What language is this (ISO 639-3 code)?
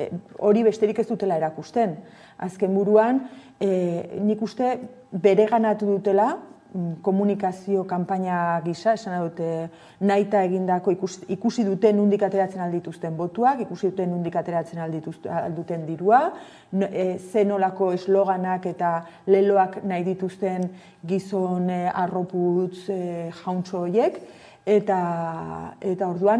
eus